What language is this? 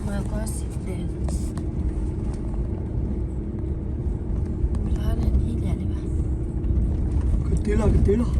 S'gaw Karen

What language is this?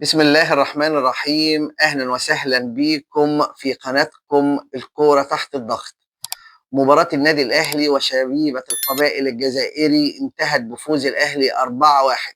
Egyptian Arabic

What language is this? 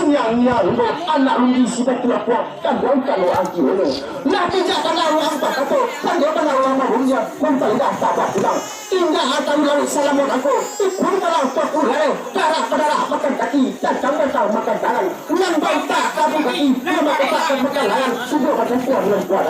Minangkabau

